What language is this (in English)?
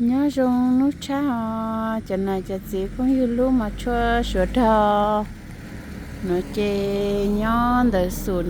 Hmong